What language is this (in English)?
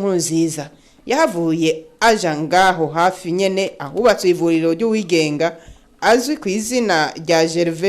Rundi